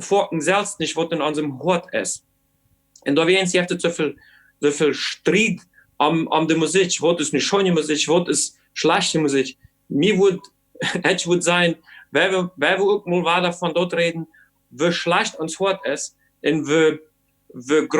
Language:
Plautdietsch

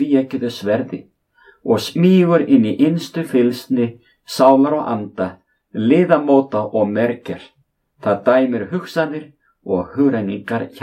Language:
Icelandic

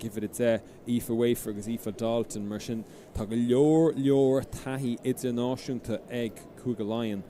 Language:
Irish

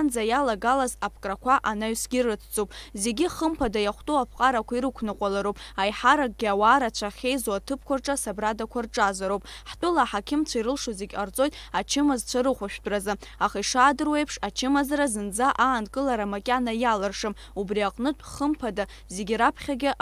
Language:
Abkhazian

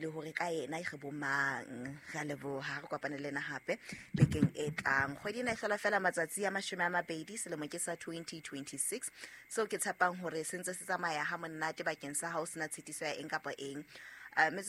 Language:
Southern Sotho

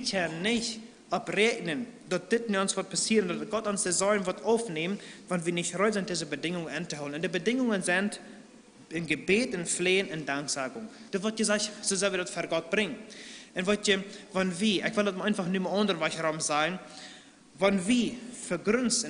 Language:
Plautdietsch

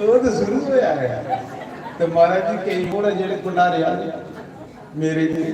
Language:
Dogri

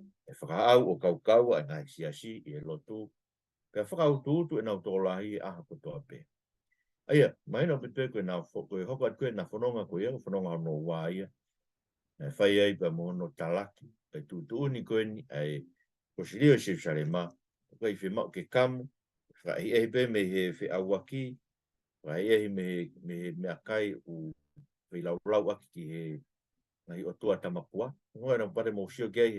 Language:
Tongan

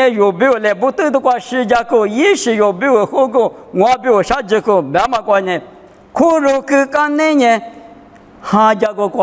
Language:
Lisu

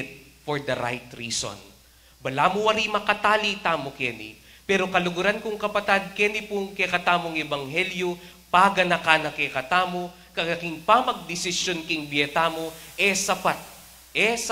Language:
Pampanga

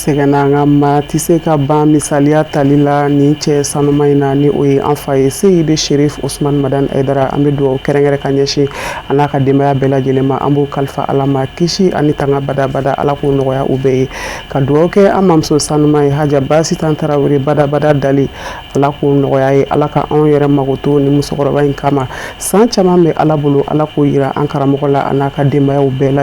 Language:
Bambara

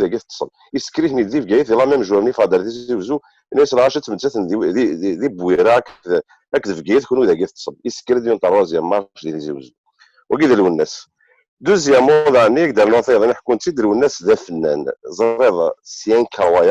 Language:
Kabyle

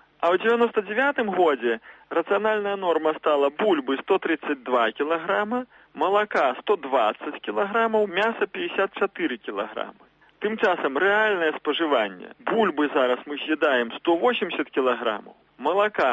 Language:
Belarusian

